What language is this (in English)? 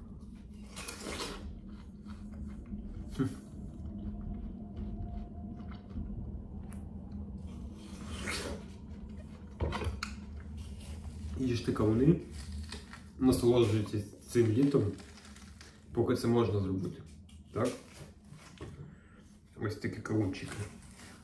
Ukrainian